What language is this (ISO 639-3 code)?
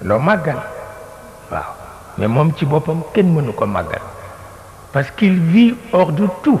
wol